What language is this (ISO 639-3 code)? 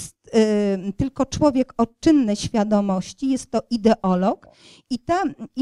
pol